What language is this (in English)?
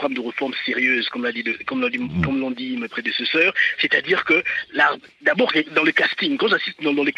French